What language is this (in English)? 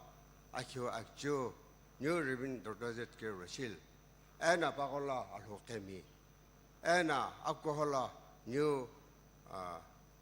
Sumi Naga